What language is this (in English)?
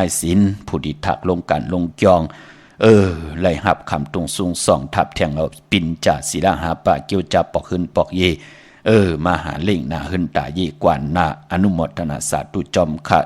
Shan